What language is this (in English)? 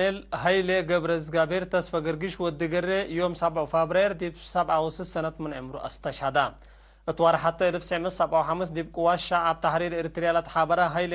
Tigre